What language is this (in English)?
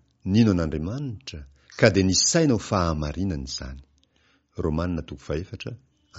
Malagasy